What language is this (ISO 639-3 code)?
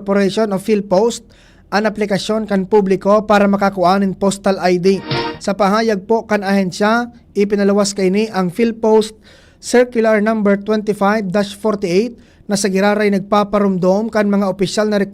bik